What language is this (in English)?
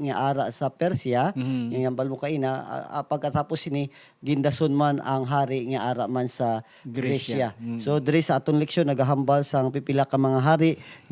Hiligaynon